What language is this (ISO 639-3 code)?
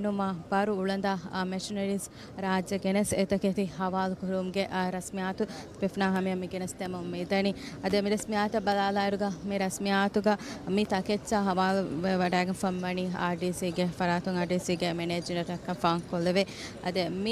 div